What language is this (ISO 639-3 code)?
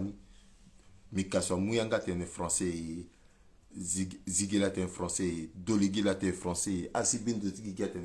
sag